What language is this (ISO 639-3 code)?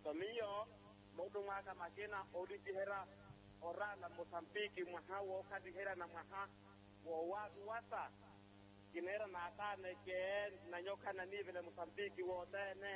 vmw